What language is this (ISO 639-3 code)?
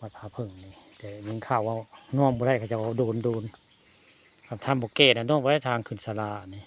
tts